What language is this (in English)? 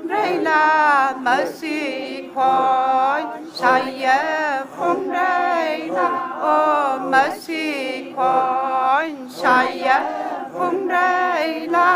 Tangkhul Naga (India)